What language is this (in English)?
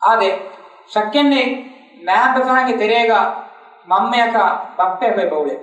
Divehi